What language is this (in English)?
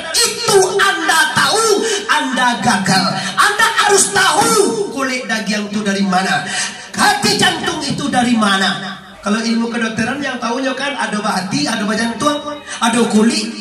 Minangkabau